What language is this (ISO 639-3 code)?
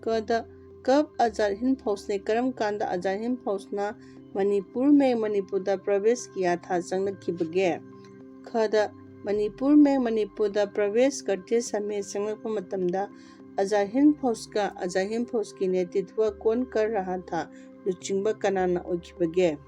mni